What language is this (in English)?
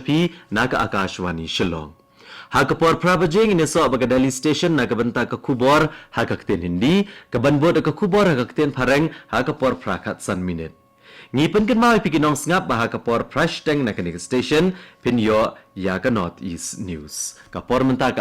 Khasi